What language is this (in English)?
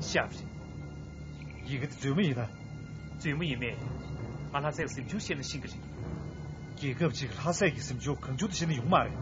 Tibetan